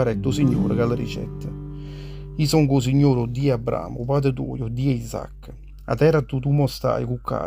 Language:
Neapolitan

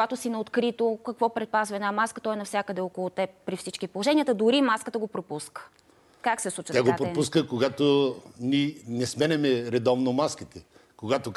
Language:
Bulgarian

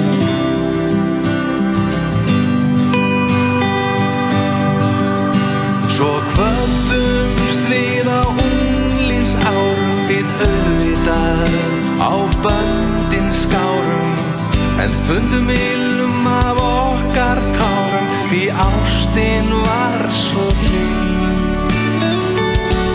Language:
Icelandic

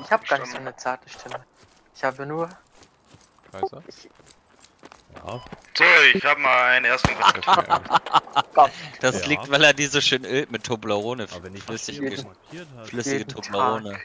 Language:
German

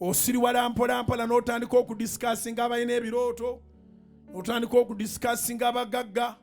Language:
Ganda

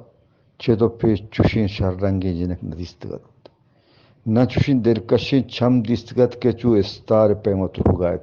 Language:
Eastern Balochi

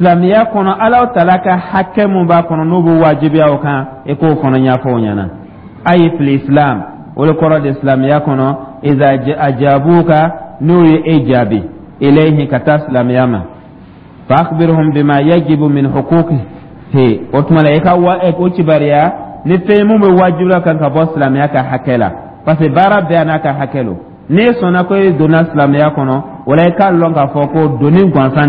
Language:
Dyula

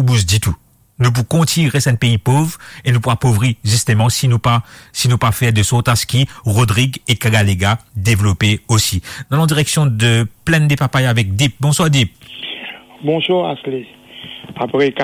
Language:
Morisyen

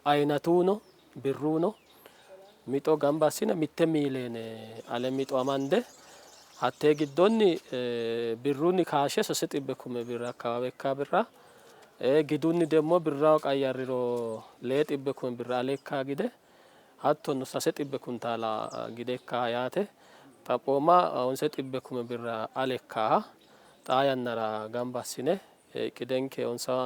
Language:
Sidamo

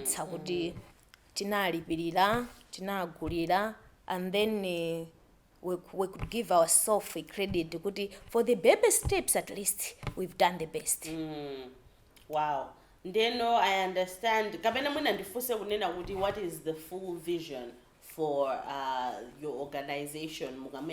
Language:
Nyanja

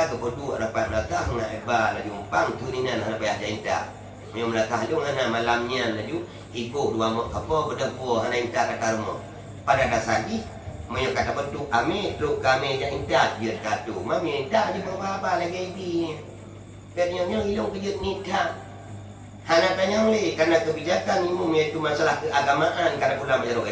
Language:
Achinese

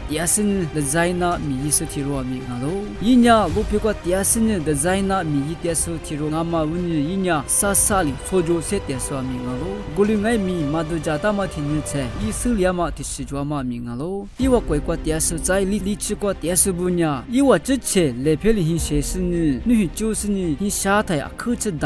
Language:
Lisu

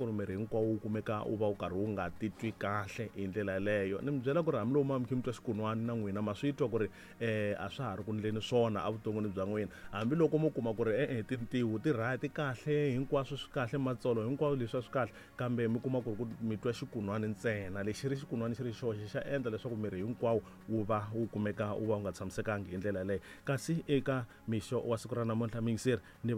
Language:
Tsonga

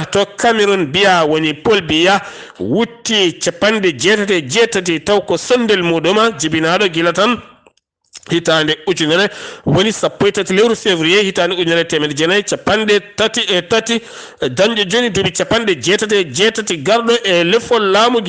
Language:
Fula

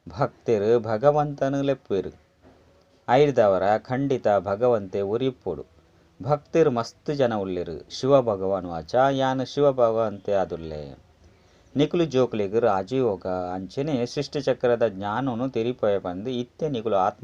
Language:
Tulu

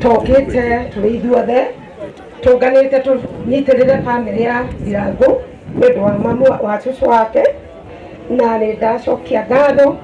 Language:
Kikuyu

